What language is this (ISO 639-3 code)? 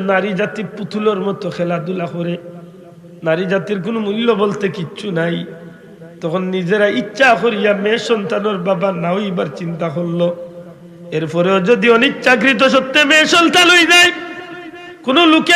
syl